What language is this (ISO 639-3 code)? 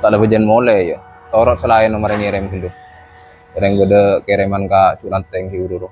mad